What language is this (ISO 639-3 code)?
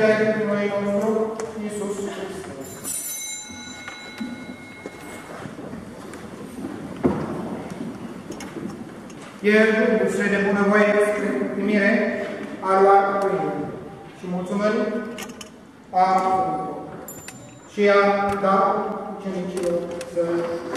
ron